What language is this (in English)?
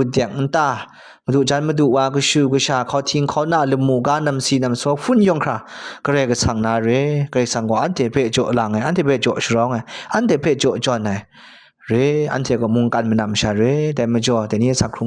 Kachin